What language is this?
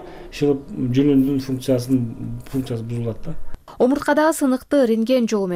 Kyrgyz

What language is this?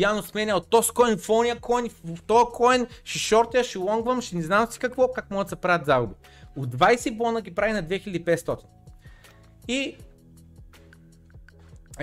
Bulgarian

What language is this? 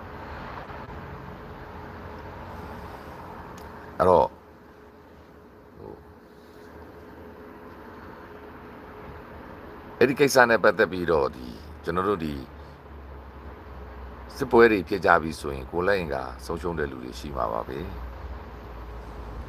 Burmese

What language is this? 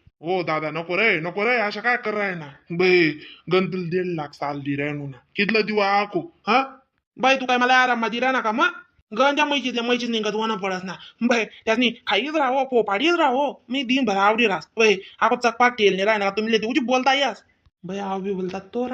Khandesi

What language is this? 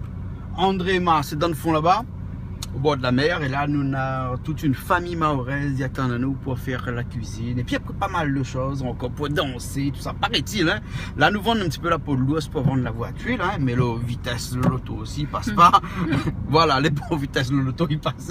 Réunion Creole French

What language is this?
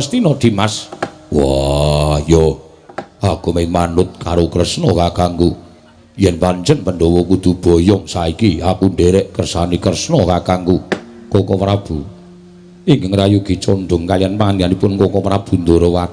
Javanese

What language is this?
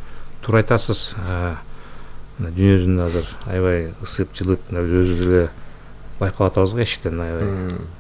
Kyrgyz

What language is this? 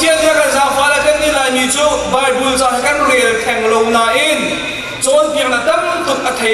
Hakha Chin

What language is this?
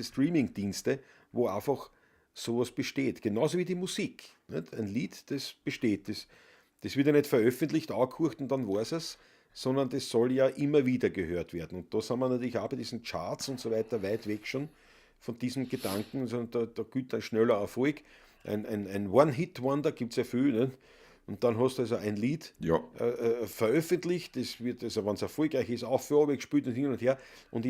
Bavarian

